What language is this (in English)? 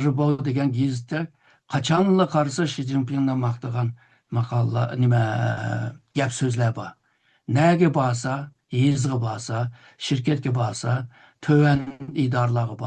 Uyghur